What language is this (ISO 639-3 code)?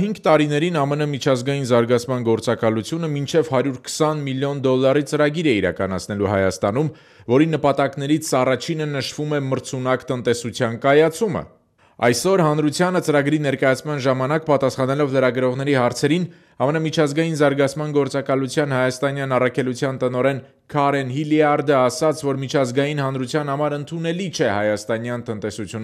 hye